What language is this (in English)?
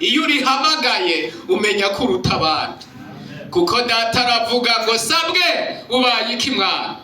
Rundi